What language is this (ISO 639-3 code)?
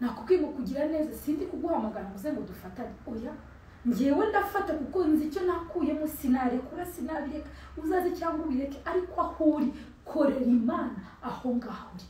kin